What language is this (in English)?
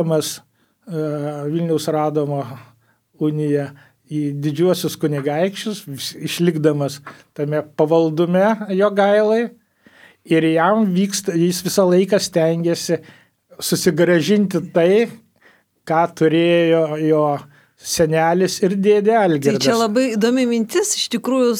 Lithuanian